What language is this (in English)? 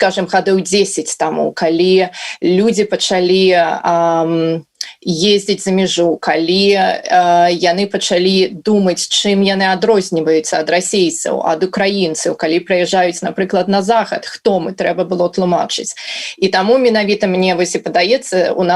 Belarusian